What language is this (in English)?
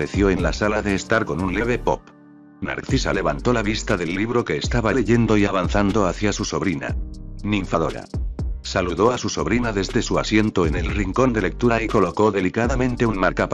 Spanish